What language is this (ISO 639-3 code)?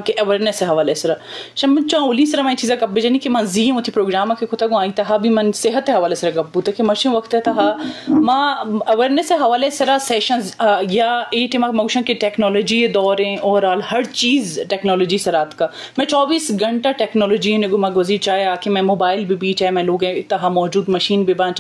bgp